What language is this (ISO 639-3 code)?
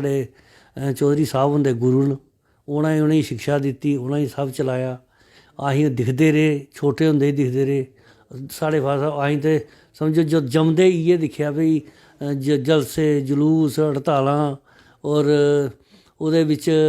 doi